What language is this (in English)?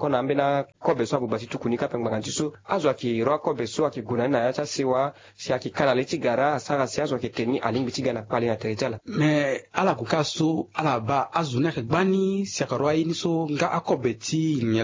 Sango